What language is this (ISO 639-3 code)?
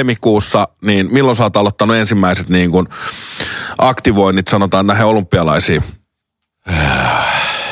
fin